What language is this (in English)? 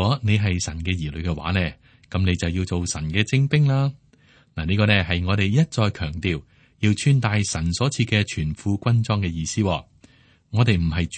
Cantonese